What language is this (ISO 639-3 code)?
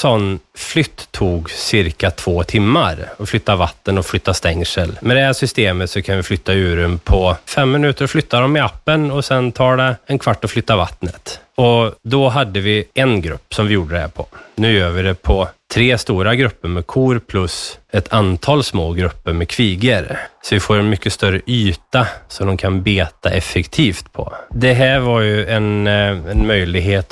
swe